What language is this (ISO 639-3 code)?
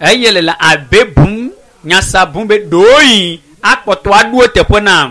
ewe